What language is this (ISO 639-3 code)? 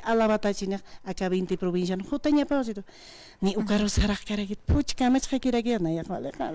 aym